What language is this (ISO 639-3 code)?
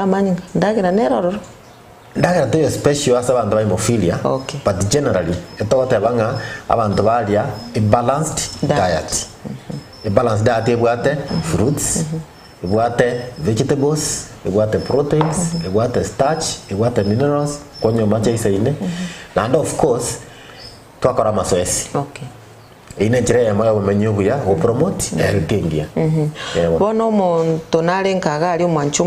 guz